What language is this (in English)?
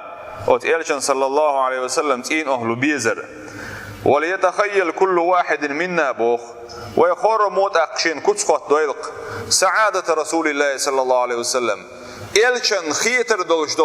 Chechen